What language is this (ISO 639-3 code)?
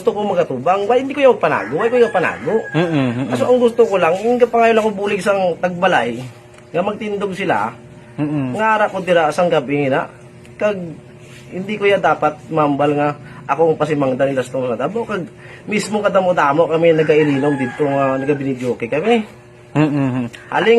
hil